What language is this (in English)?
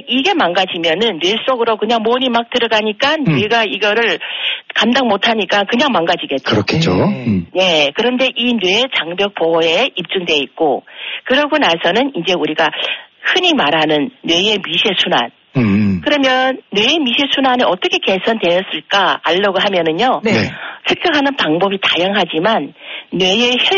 Korean